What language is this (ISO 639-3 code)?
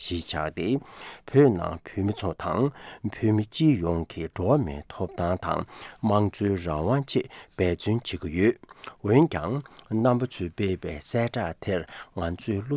bod